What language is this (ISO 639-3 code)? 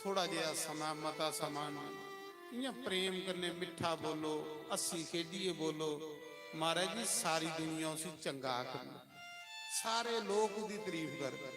doi